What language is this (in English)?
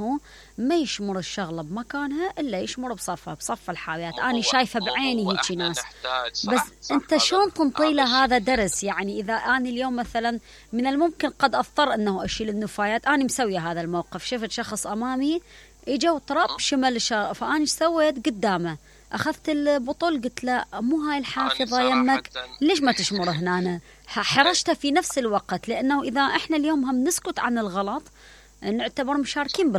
Mesopotamian Arabic